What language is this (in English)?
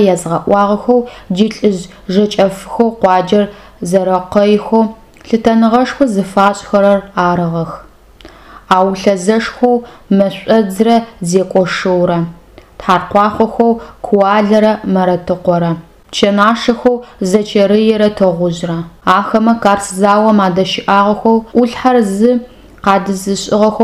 Adyghe